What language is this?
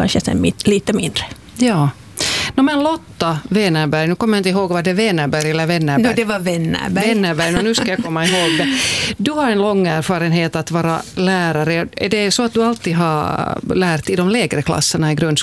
Swedish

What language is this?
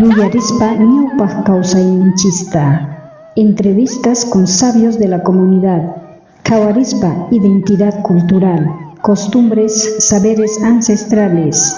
South Bolivian Quechua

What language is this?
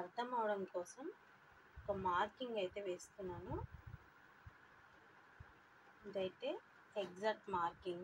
Telugu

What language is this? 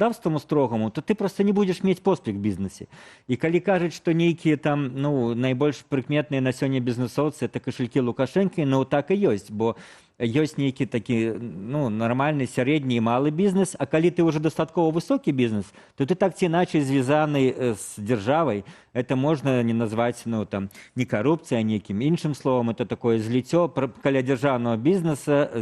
Belarusian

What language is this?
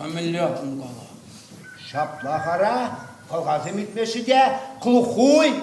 Chuvash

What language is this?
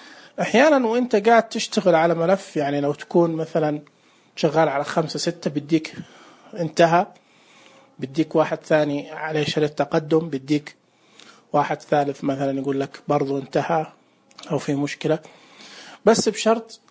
Najdi Arabic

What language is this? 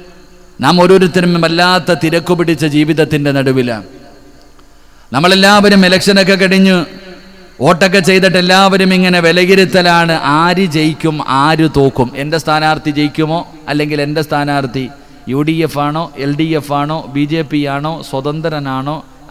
Malayalam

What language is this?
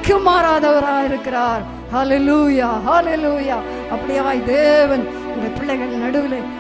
Tamil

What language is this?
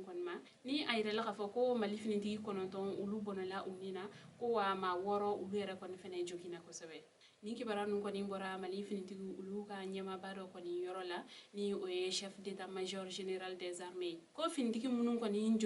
Bambara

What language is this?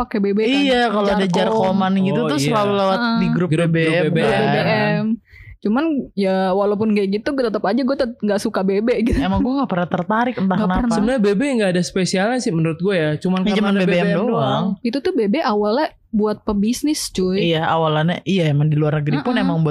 Indonesian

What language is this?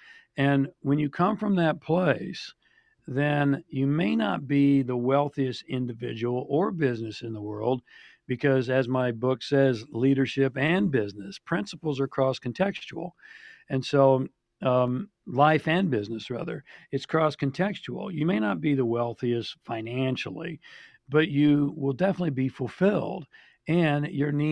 English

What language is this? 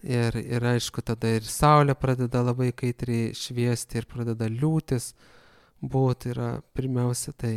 Lithuanian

